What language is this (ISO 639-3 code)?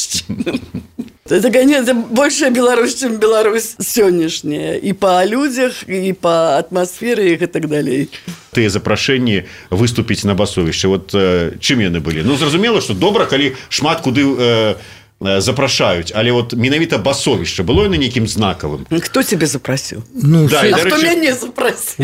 bel